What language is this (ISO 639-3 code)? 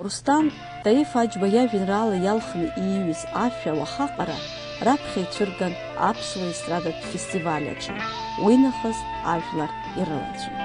abk